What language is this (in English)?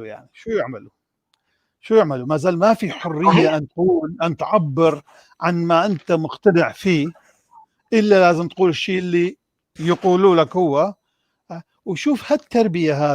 North Levantine Arabic